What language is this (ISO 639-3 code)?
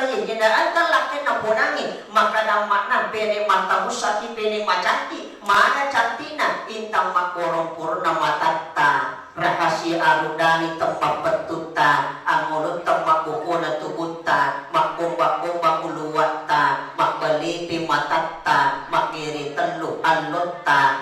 bug